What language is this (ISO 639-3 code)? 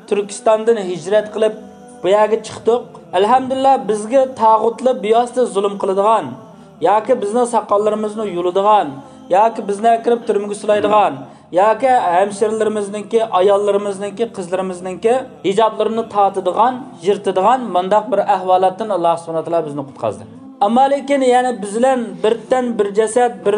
uig